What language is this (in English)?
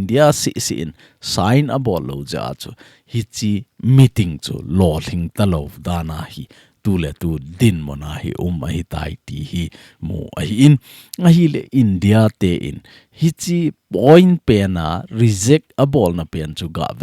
Thado Chin